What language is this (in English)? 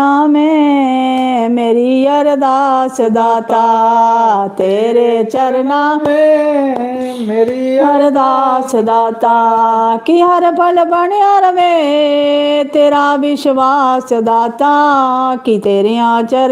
Dogri